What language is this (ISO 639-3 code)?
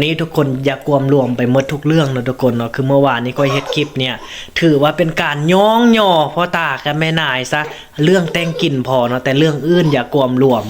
lao